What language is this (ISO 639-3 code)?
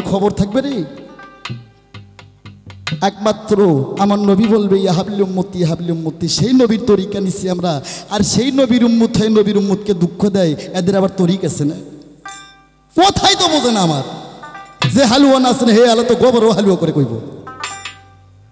ben